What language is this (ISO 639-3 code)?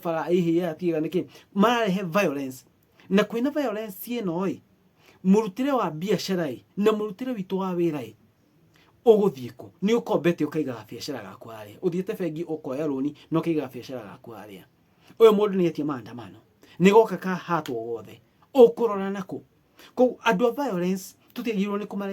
kik